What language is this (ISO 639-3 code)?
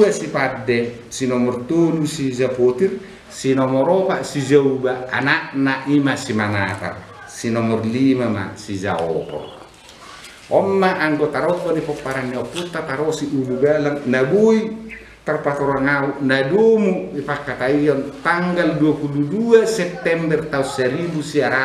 bbc